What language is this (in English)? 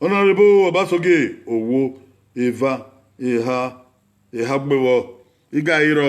Bini